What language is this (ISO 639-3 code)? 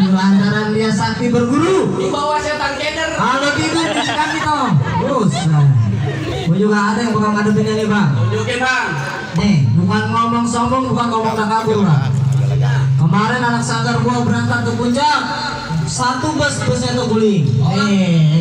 bew